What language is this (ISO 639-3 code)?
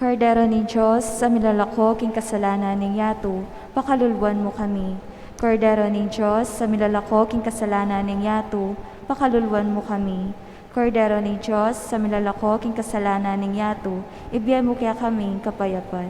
pam